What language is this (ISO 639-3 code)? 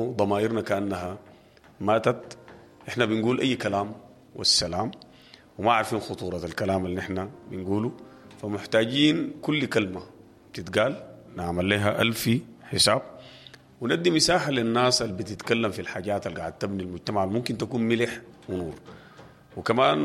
apd